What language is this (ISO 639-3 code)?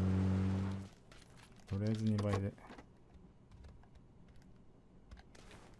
jpn